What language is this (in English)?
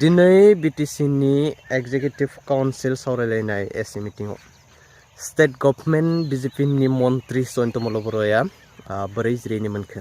Bodo